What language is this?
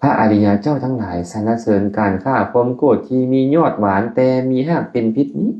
Lao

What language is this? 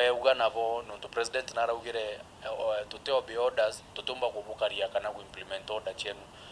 Meru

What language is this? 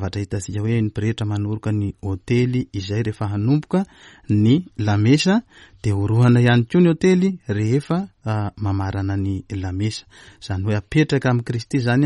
Malagasy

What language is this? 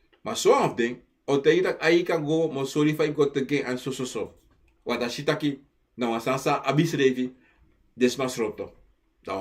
Sranan Tongo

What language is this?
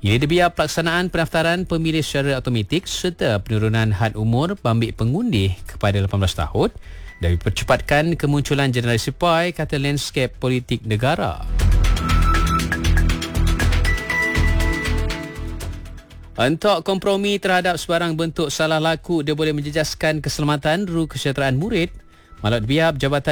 Malay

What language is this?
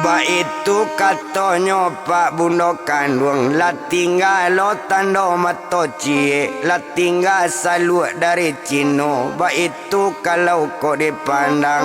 Minangkabau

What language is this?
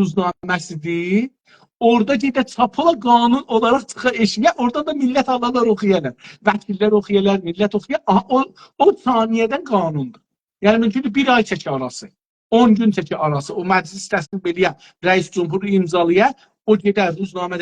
South Azerbaijani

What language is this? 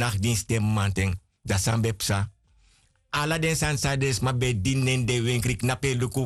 Sranan Tongo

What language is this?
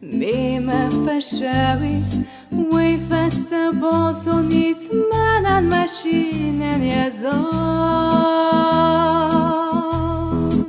Ossetic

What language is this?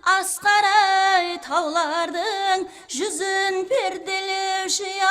Kara-Kalpak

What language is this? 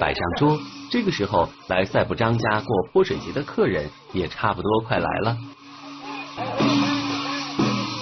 Chinese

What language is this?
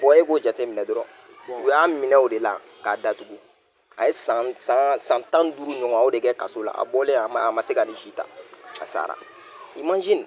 Bambara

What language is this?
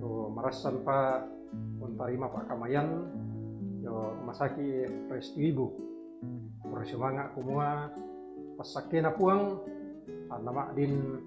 Toraja-Sa'dan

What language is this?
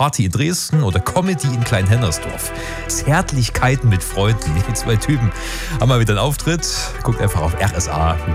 German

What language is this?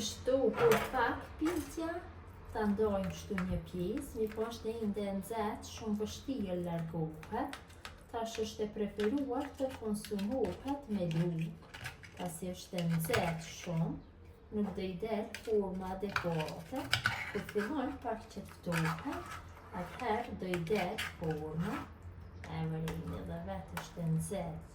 Albanian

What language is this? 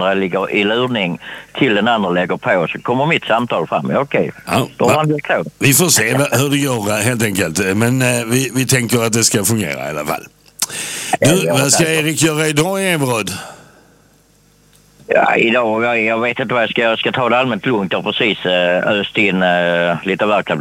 Swedish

